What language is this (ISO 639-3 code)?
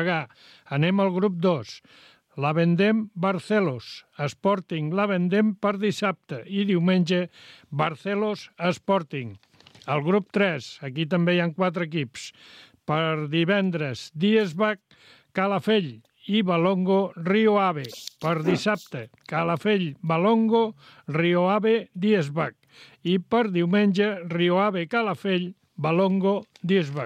cat